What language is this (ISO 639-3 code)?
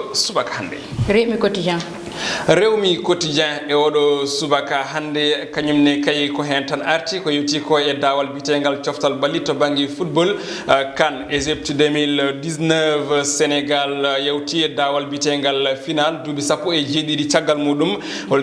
ful